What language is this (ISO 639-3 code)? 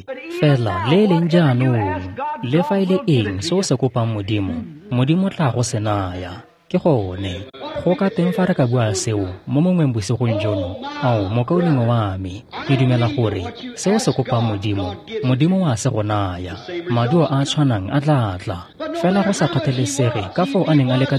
tsn